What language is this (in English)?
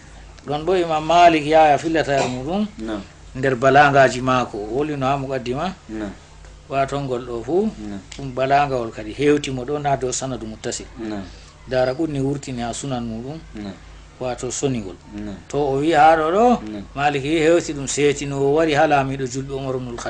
Fula